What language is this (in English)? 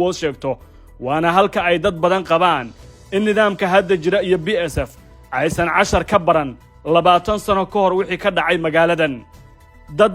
Somali